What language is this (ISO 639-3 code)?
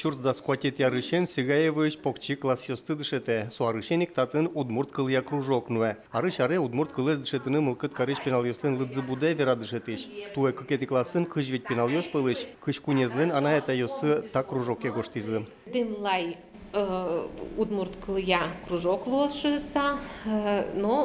udm